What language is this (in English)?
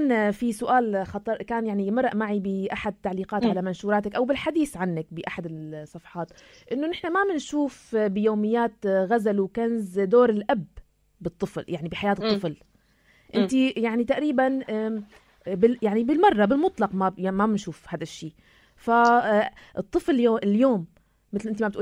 North Levantine Arabic